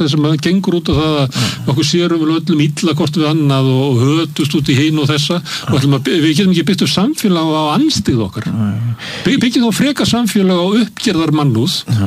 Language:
Icelandic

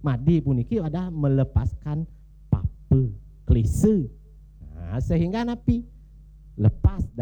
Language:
Balinese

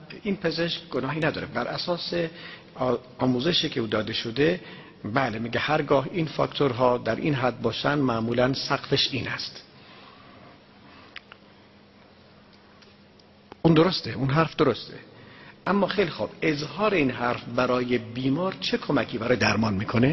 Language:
Persian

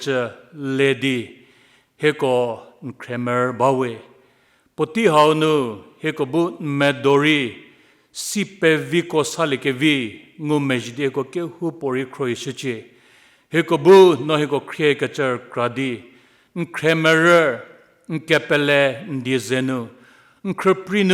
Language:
Angami Naga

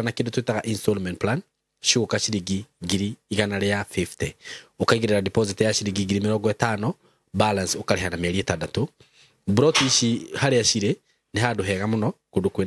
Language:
Kikuyu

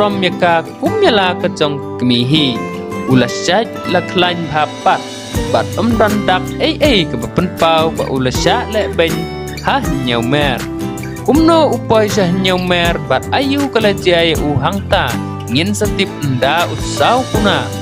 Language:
Khasi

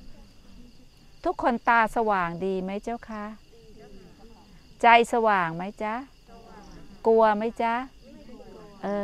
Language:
Thai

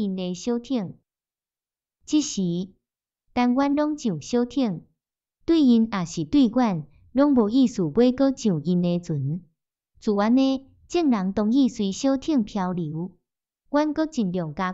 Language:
Min Nan Chinese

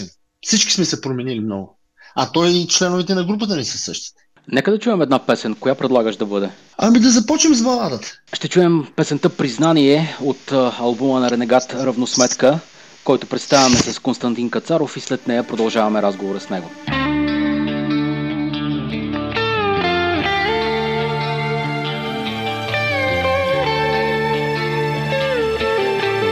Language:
Bulgarian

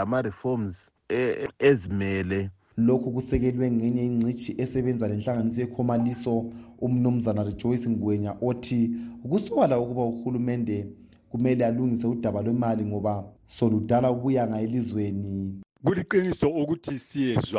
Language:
North Ndebele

